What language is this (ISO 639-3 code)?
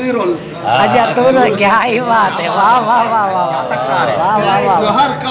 skr